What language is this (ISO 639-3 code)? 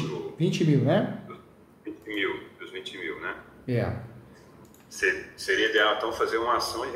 por